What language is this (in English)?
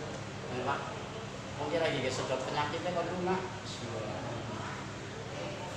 Indonesian